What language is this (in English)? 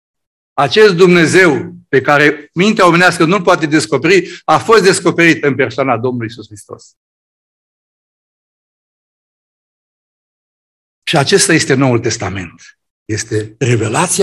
Romanian